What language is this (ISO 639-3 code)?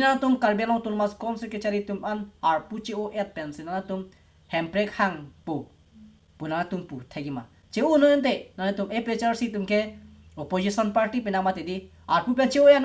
mjw